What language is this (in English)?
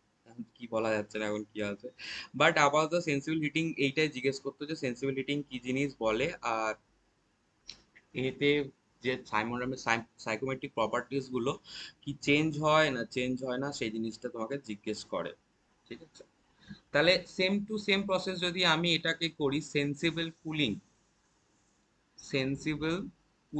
Bangla